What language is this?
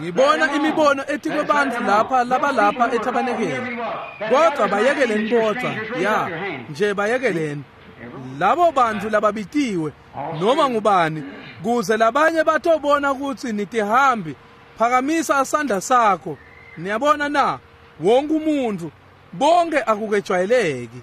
Swati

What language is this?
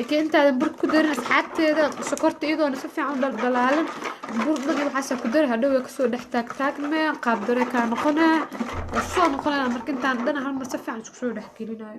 Somali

